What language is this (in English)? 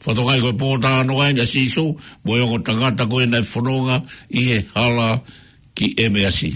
Tongan